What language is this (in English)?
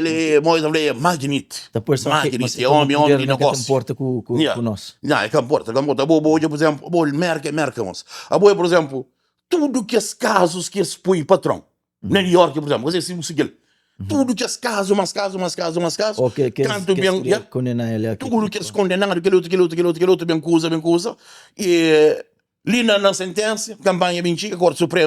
Kabuverdianu